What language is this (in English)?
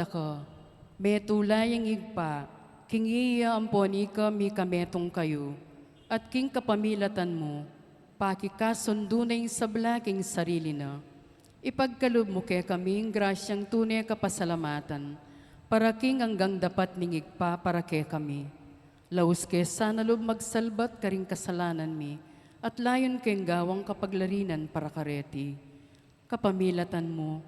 Pampanga